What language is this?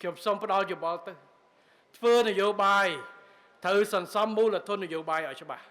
Khmer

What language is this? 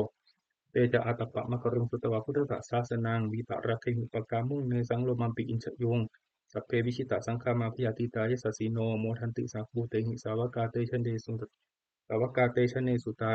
Pali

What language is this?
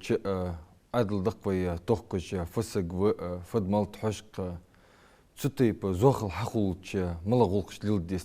Ingush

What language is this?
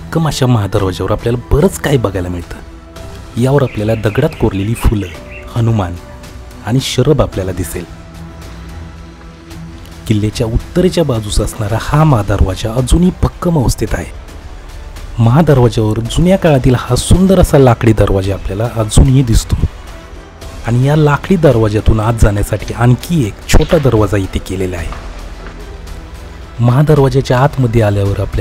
Marathi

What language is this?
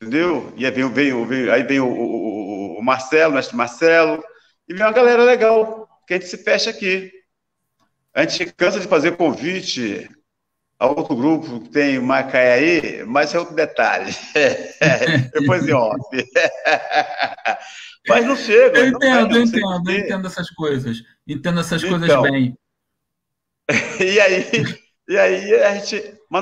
Portuguese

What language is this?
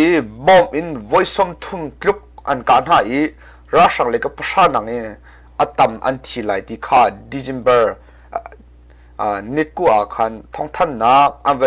Hakha Chin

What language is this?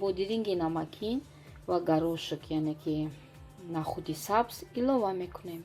Tajik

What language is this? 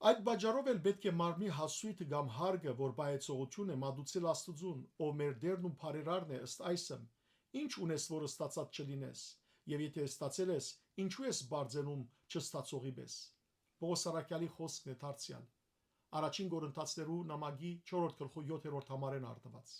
Western Armenian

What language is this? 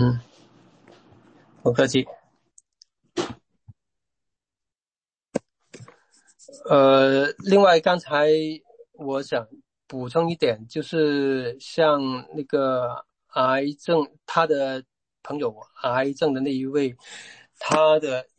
Chinese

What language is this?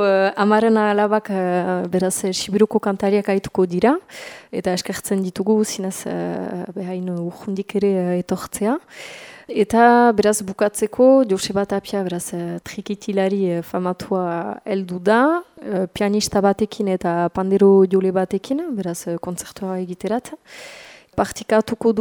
Basque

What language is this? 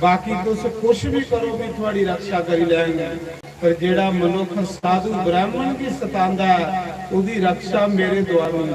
Dogri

